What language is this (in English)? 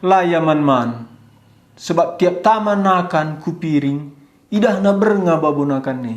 Batak Karo